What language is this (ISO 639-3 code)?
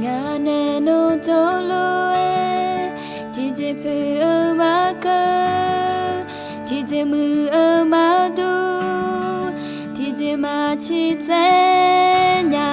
ahk